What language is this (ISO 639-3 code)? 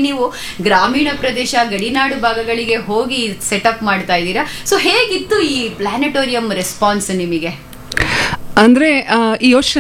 kan